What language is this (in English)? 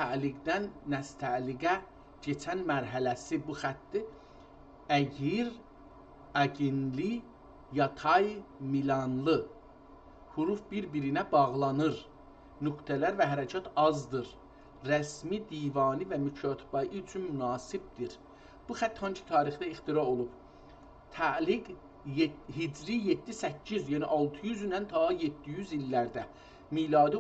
South Azerbaijani